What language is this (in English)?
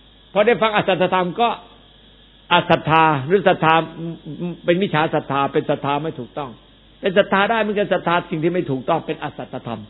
Thai